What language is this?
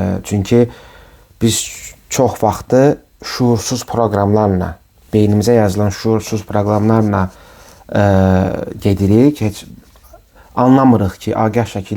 Azerbaijani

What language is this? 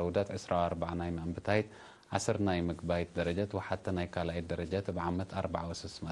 Tigre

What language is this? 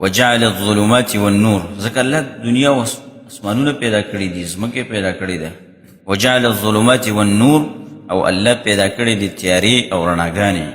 Pashto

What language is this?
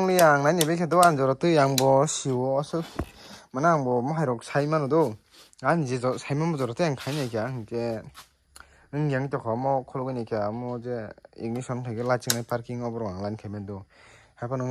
Kok Borok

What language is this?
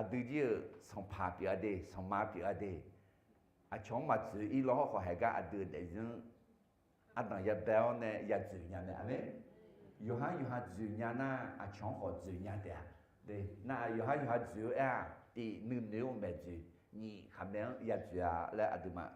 Akha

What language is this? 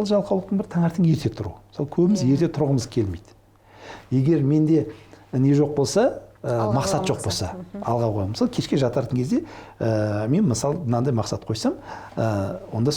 Kazakh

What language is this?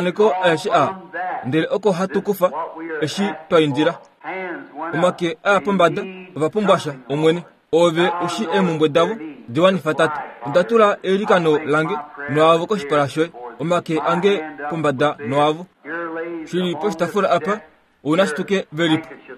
Kuanyama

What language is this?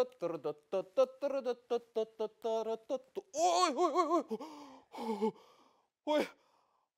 Bashkir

